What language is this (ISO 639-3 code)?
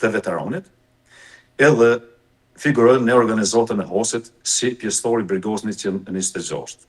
sqi